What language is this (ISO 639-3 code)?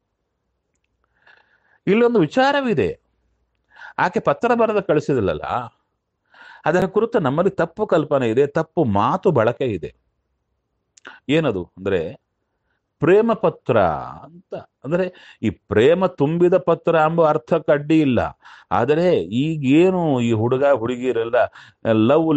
kan